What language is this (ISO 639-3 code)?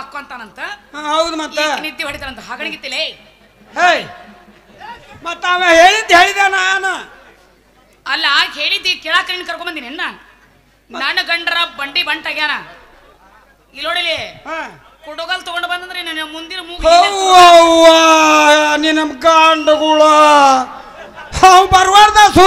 kan